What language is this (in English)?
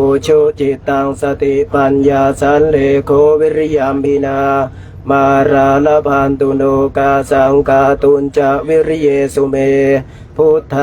Pali